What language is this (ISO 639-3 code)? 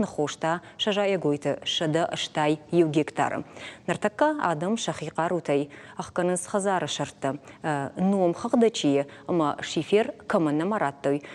oss